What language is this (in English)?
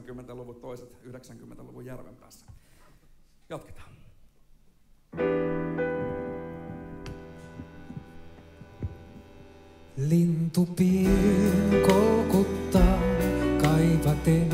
Finnish